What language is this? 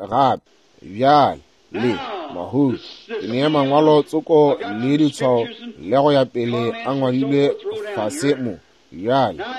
Northern Sotho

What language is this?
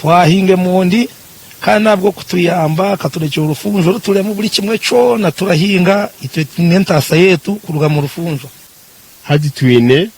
Nyankole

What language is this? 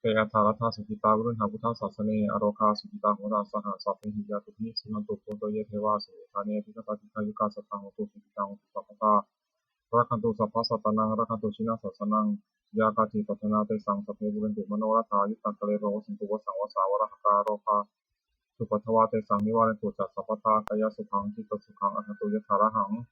Pali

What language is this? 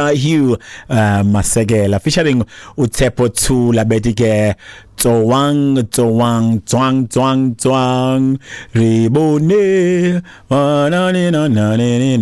Xhosa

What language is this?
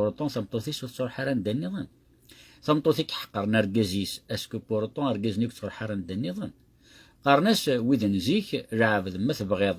Kabyle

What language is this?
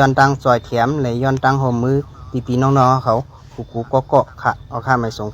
Shan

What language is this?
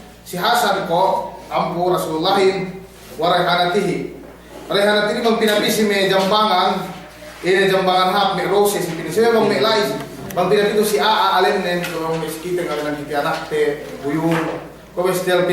Yakan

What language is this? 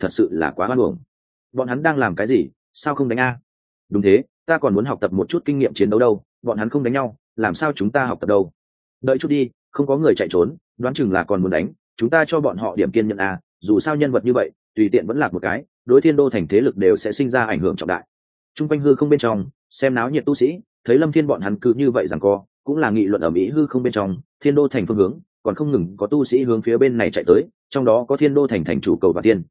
Vietnamese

